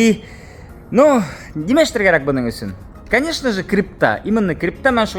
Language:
Bashkir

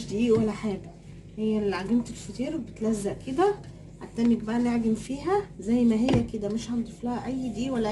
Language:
Egyptian Arabic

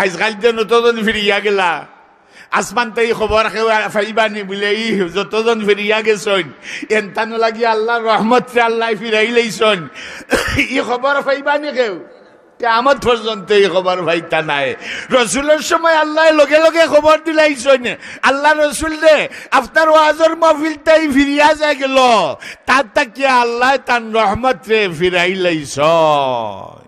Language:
Sylheti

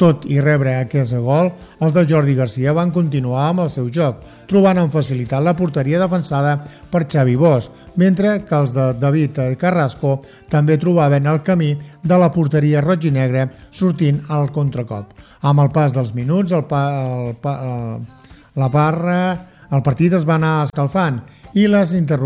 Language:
Catalan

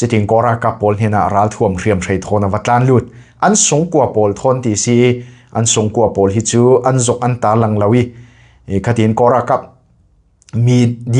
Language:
Falam Chin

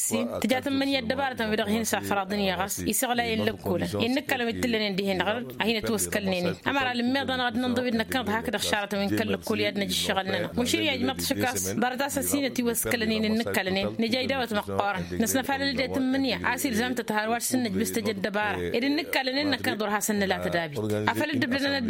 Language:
Tamasheq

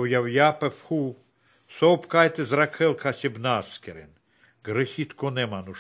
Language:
Lithuanian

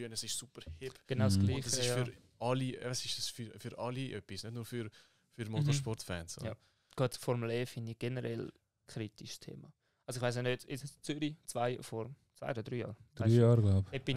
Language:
Swiss German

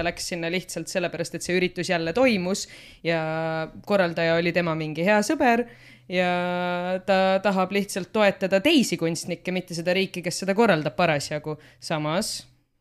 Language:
Estonian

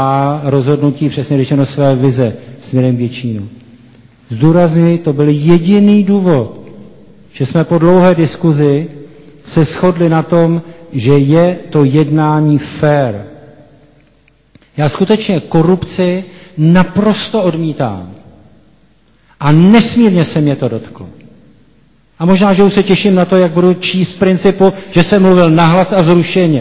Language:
Czech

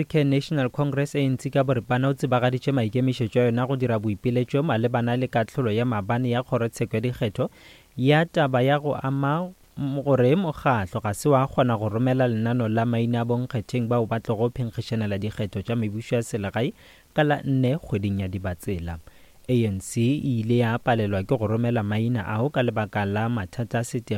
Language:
Northern Sotho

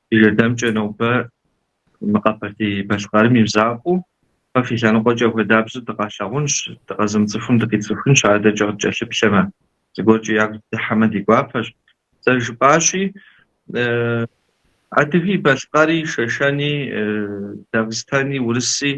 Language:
Kabardian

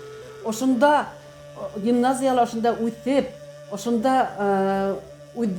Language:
Bashkir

